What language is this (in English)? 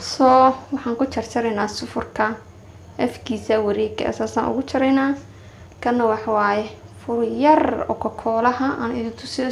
Somali